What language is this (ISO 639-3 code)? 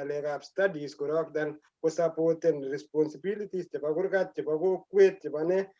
kln